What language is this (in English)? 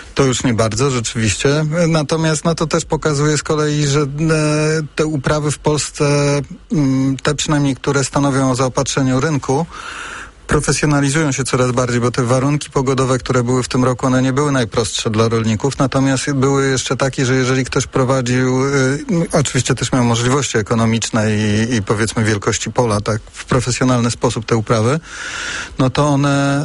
Polish